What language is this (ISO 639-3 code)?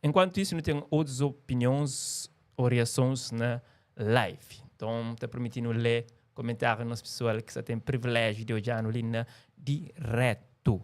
kea